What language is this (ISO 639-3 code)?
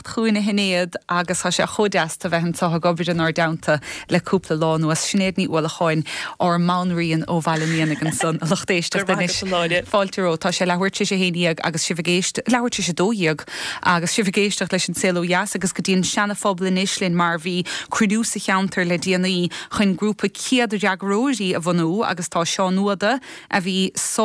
gle